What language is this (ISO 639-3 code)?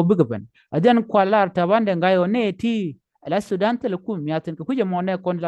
nus